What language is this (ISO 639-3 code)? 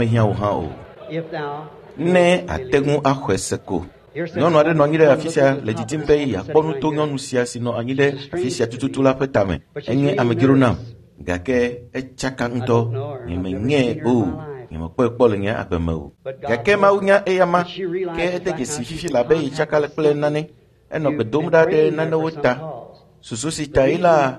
ewe